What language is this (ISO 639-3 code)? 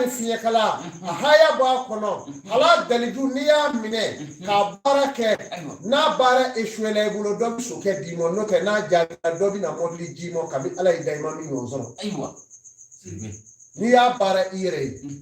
bam